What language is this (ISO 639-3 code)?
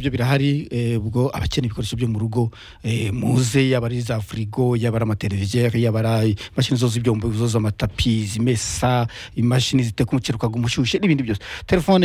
kin